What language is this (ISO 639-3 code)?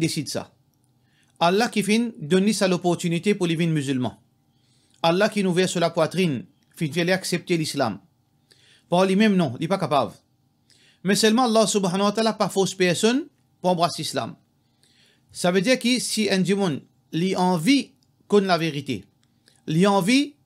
mfe